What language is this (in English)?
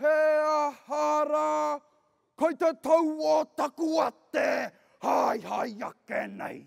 Māori